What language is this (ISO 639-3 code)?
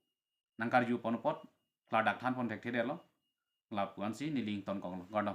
mjw